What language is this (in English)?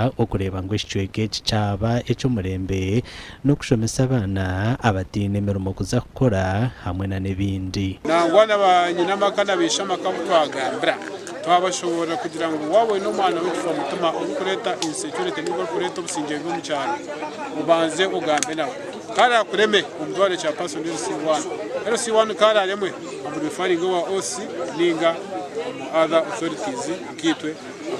Nyankole